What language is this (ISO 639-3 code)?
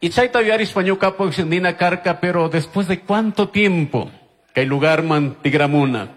qug